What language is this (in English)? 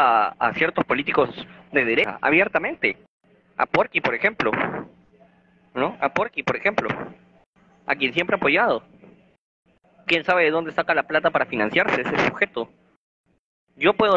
Spanish